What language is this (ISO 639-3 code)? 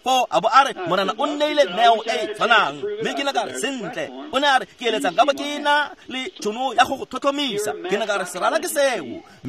tsn